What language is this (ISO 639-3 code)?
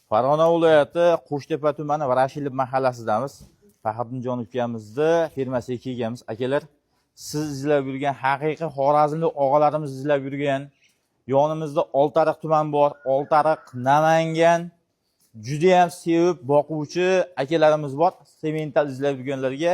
uzb